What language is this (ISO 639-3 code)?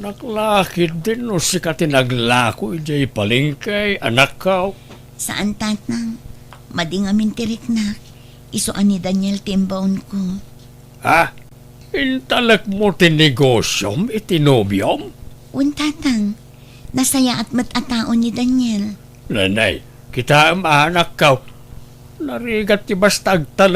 ilo